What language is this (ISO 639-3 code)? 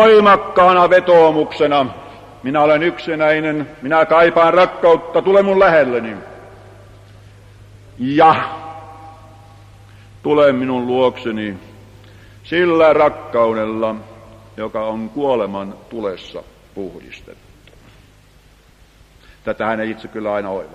fin